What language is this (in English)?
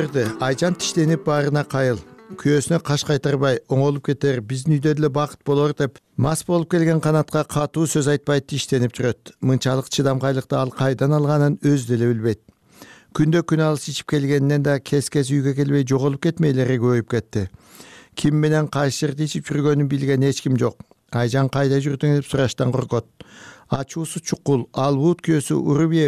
Kyrgyz